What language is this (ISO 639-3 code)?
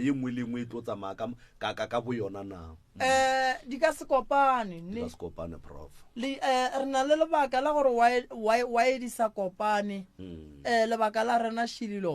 nso